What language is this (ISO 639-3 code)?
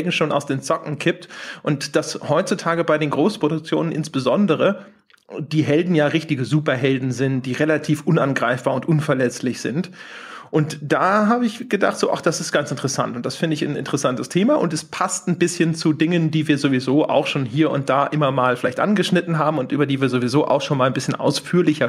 deu